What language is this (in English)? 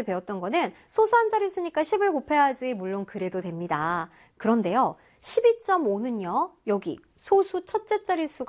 Korean